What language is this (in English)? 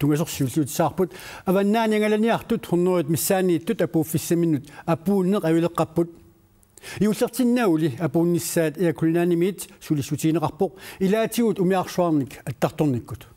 Kalaallisut